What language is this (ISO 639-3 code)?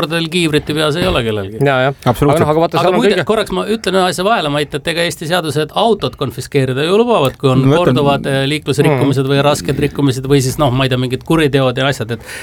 est